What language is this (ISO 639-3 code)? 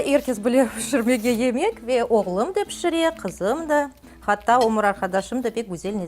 crh